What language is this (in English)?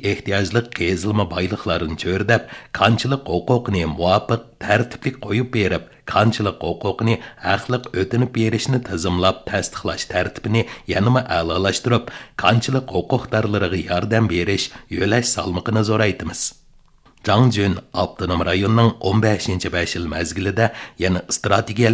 Uyghur